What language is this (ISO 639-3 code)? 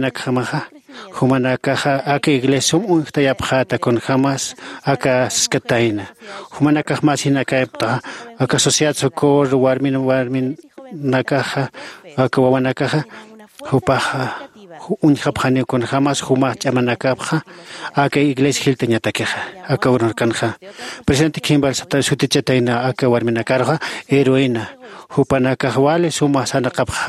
aym